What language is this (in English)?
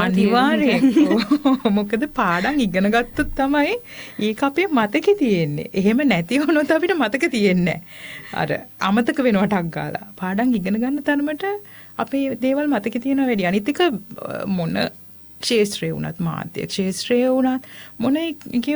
Sinhala